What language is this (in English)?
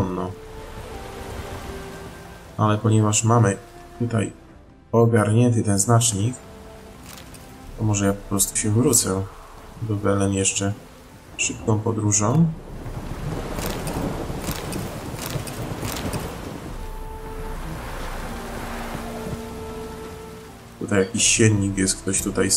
Polish